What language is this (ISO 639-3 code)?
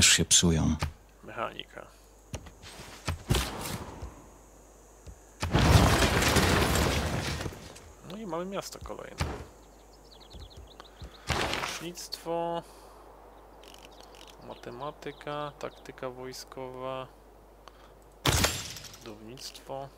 pol